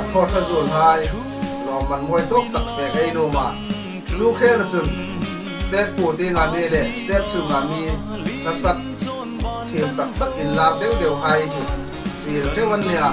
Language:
Hmar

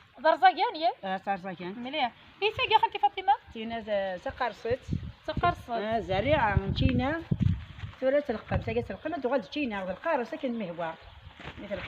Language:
Kabyle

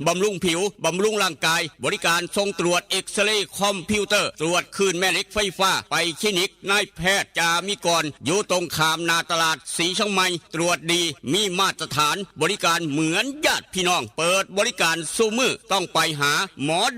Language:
Northeastern Thai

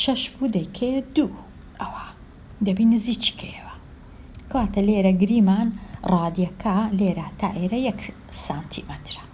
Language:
Central Kurdish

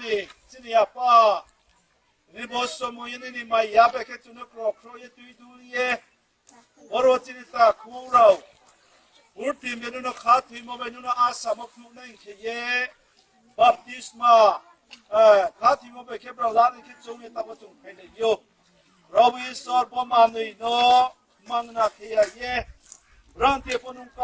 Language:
Riang (India)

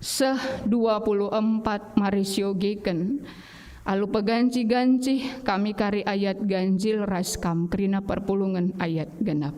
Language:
Batak Karo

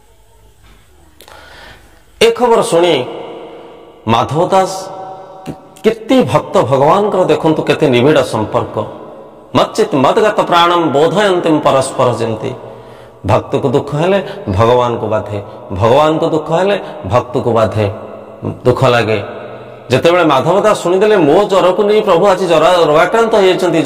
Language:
Odia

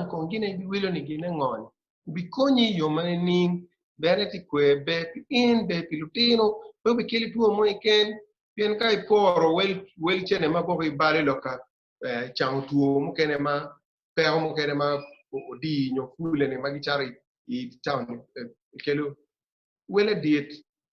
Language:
Acoli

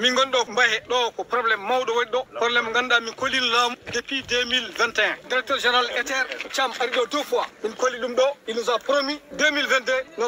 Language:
Fula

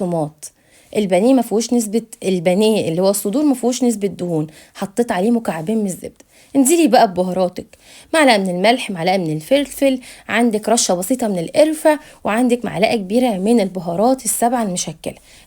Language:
Egyptian Arabic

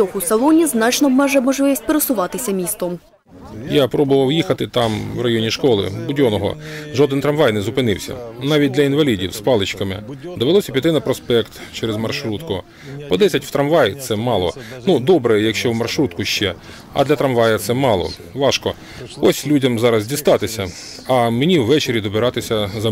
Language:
Ukrainian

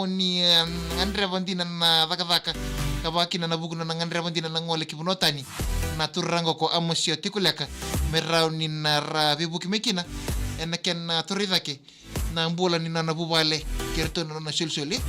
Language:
Fijian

